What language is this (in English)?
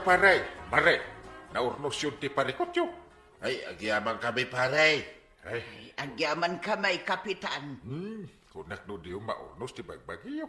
Iloko